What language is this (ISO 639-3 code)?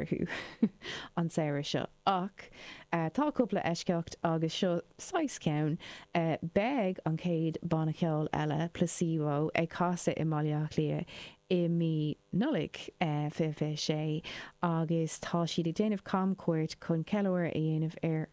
gle